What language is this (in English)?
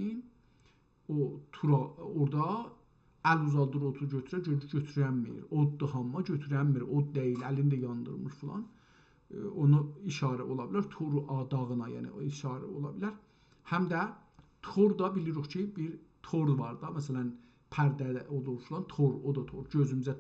South Azerbaijani